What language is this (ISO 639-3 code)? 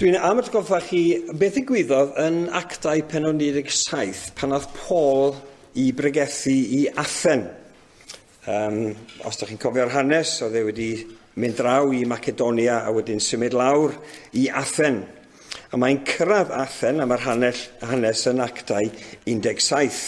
cym